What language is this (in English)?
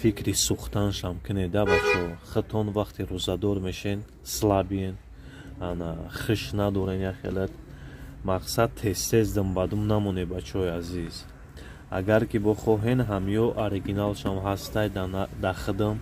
Tajik